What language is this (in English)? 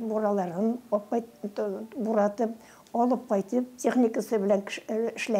Tatar